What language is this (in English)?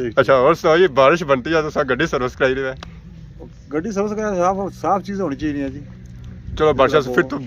Pahari-Potwari